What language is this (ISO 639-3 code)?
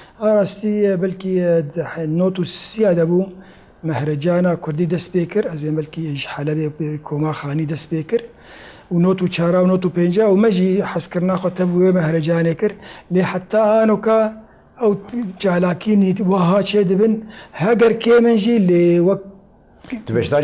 kur